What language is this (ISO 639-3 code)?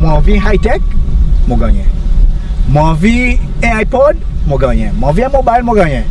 crs